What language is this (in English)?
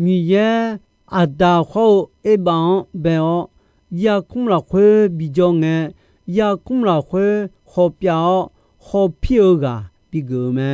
Akha